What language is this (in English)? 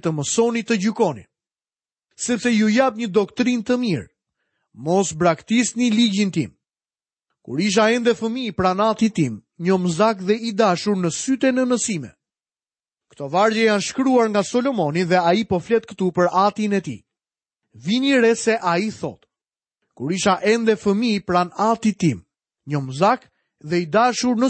Albanian